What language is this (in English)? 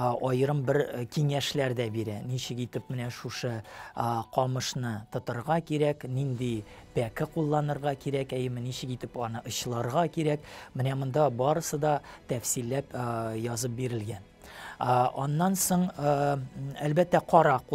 Tatar